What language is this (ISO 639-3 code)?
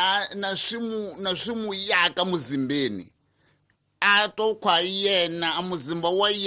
tso